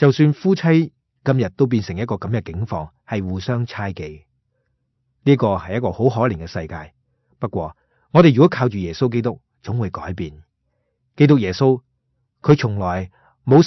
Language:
Cantonese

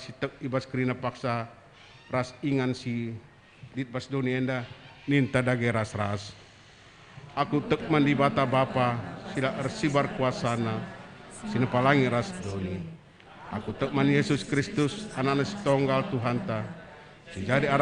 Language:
Batak Karo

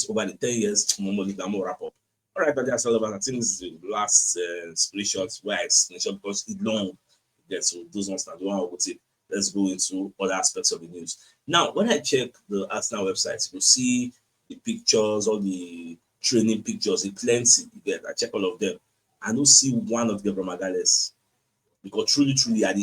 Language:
Nigerian Pidgin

